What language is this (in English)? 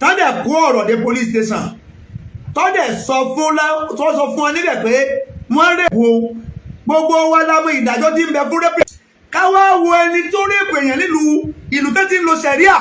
Yoruba